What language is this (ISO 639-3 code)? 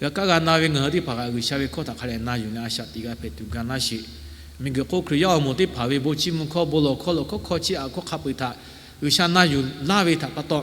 lhu